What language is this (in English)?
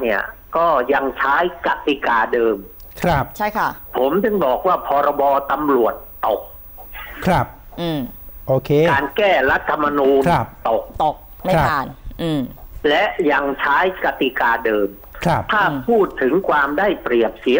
Thai